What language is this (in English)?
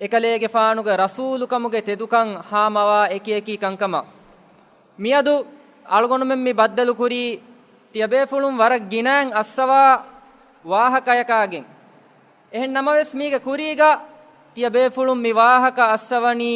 Divehi